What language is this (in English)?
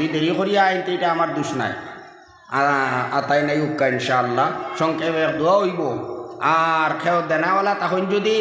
Sylheti